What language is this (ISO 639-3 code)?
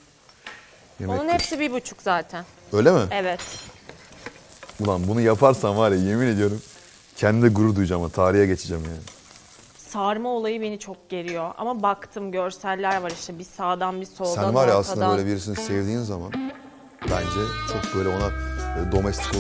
tur